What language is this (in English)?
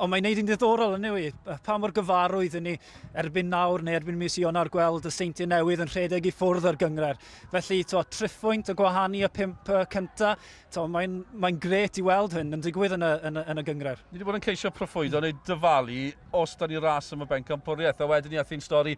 Welsh